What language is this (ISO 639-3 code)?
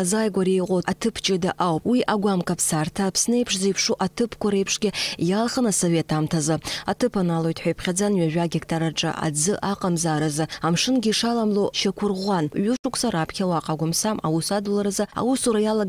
abk